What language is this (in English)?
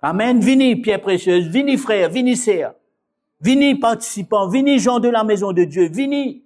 Morisyen